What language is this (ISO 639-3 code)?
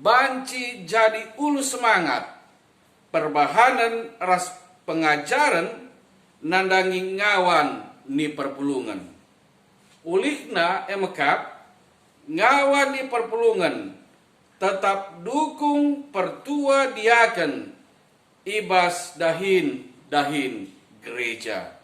btx